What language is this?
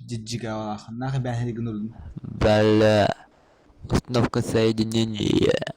Yakut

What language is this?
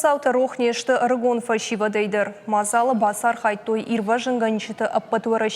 Ossetic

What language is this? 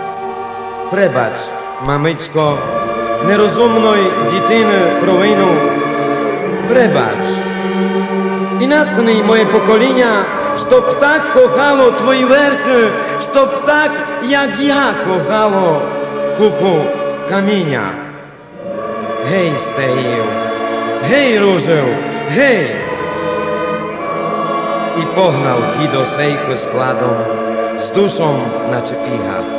Rusyn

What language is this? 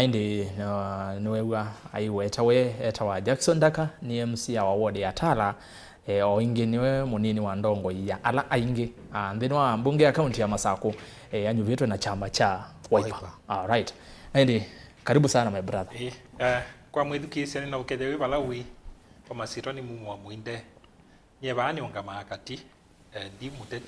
Kamba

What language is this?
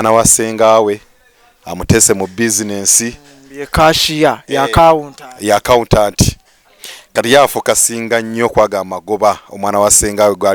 Ganda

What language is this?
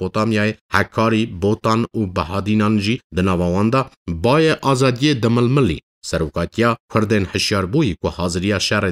Kurdish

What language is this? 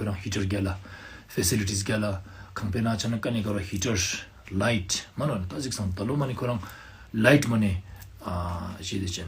Ladakhi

